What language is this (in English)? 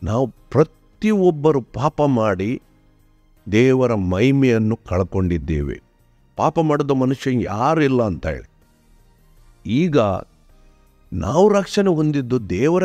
Kannada